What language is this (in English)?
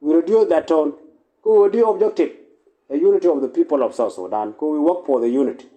Nuer